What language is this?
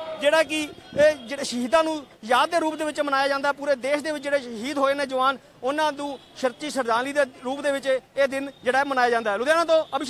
Punjabi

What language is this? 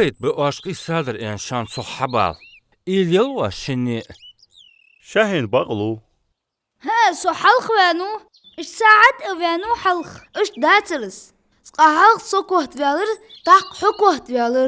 Ingush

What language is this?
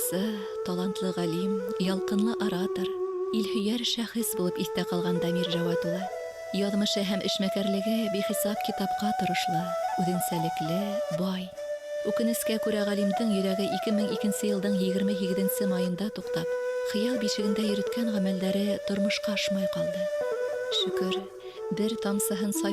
Bashkir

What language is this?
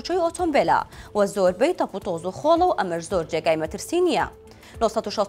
Central Kurdish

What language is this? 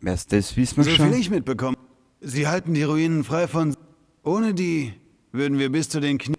Bavarian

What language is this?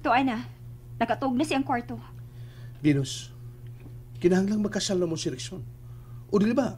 Cebuano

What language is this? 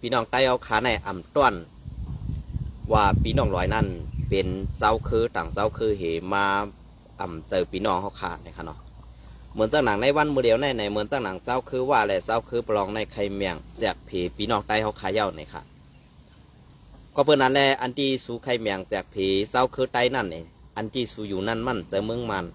Shan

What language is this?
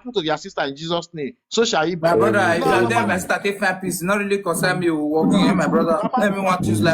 Nigerian Pidgin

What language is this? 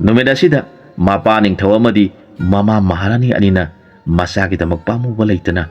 Manipuri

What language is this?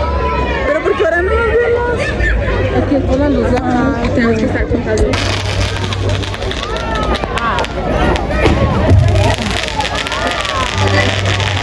Spanish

